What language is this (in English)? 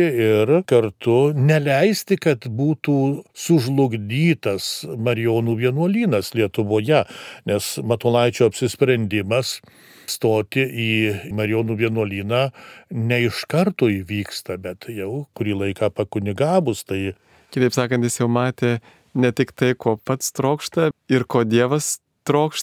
Lithuanian